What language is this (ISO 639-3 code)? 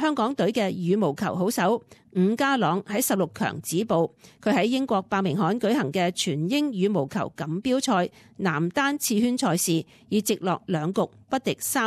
yue